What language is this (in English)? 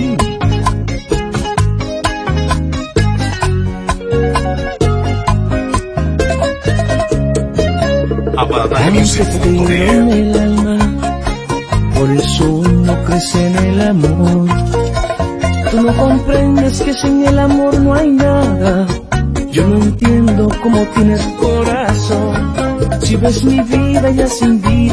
Spanish